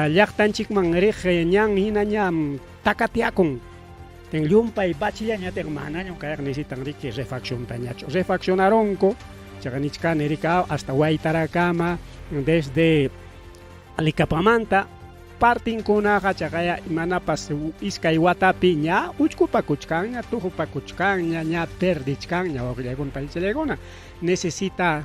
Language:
Ayacucho Quechua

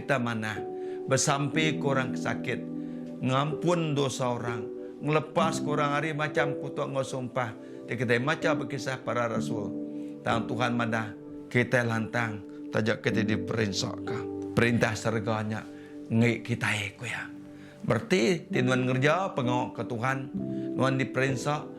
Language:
Iban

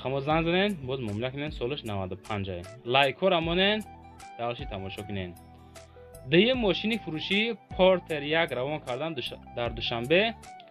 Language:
Tajik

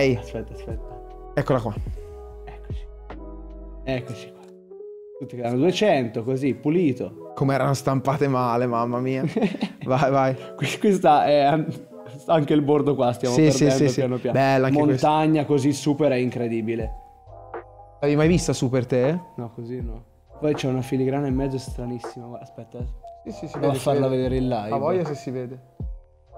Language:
Italian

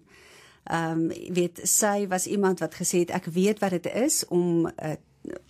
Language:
Afrikaans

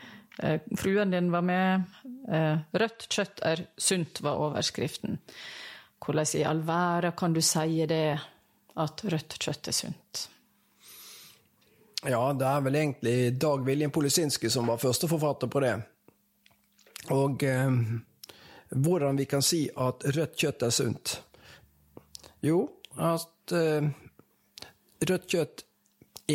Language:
Norwegian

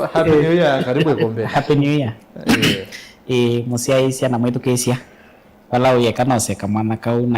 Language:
Kamba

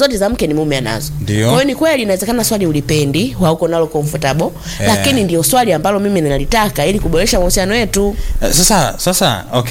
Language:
Swahili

